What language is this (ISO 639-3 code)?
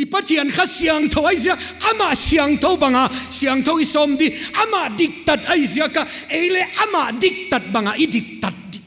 pck